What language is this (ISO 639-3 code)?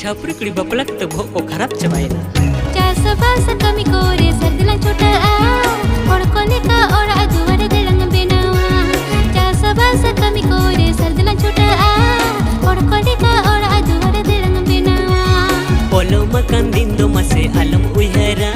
sat